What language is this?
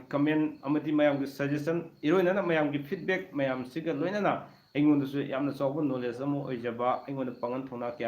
Manipuri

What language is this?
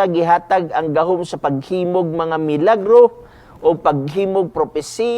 Cebuano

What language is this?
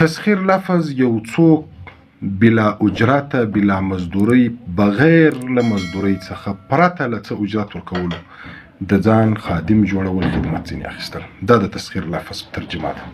Pashto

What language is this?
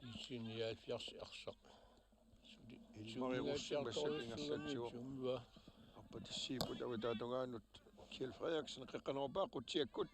Kalaallisut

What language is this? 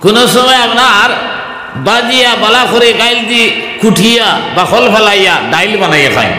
Sylheti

